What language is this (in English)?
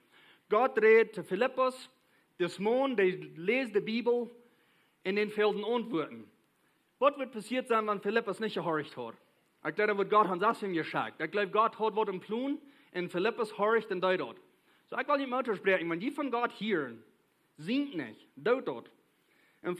Plautdietsch